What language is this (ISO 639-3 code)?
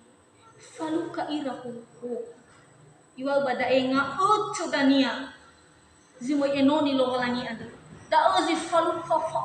nia